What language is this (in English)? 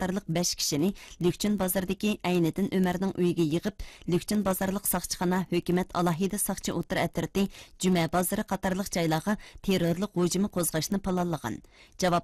Uyghur